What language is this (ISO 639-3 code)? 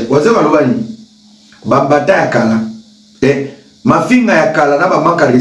lin